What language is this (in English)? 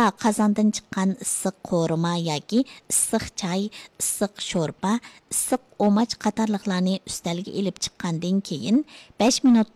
Uyghur